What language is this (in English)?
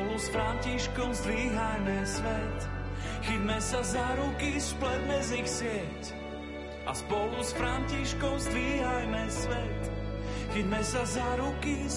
Slovak